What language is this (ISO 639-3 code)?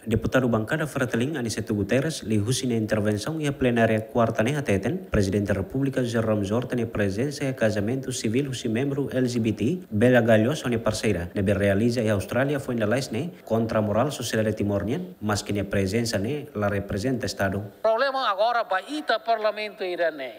tet